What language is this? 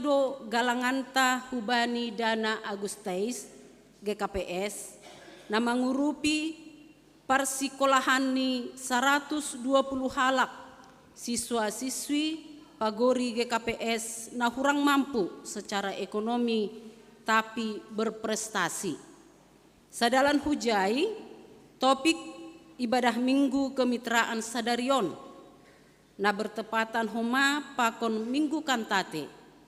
Batak Simalungun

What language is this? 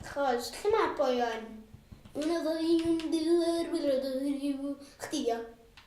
Welsh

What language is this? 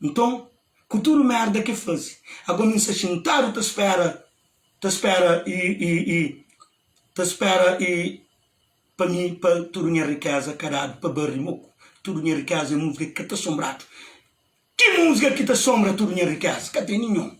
Kabuverdianu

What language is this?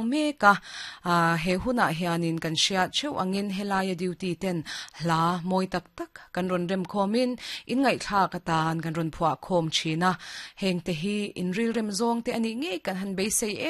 Mizo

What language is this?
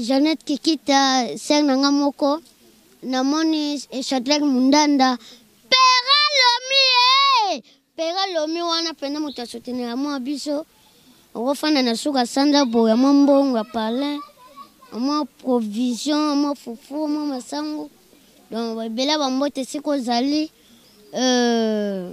Lingala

